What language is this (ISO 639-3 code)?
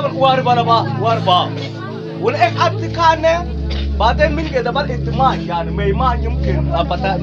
mfz